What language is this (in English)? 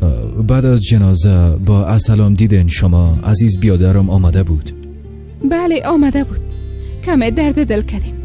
Tajik